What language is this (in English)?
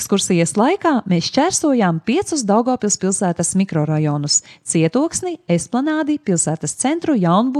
Latvian